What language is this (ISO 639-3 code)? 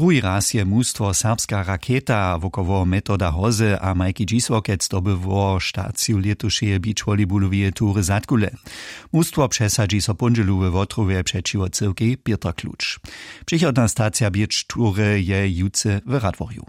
hsb